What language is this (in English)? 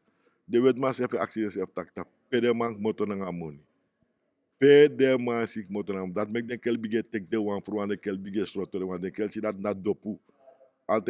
Sranan Tongo